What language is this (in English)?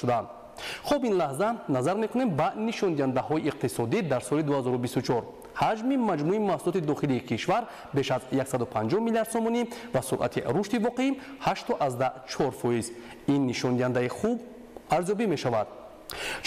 Tajik